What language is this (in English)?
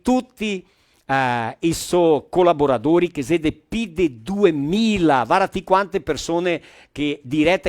Venetian